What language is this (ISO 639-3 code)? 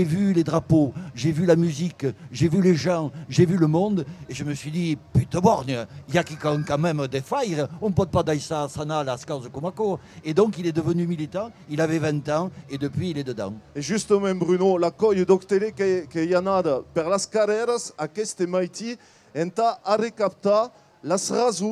oci